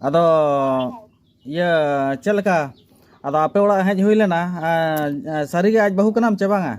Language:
Santali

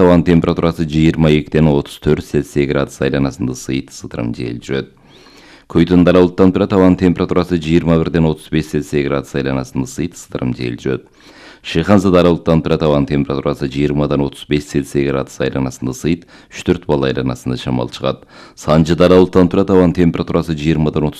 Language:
Kyrgyz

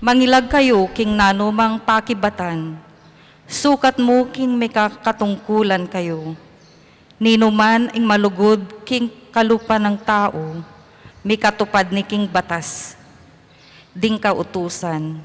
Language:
Pampanga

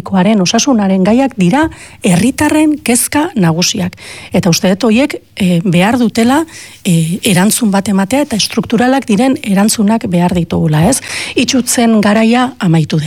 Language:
Basque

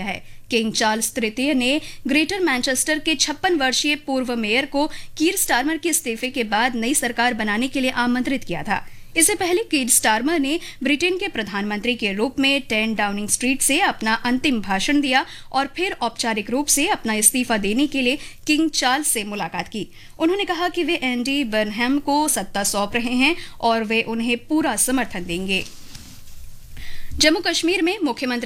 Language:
Hindi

